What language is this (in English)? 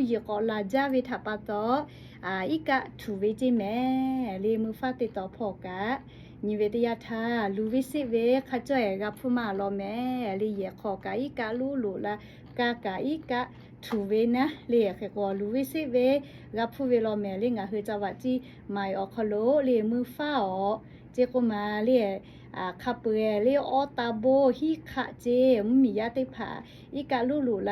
Lahu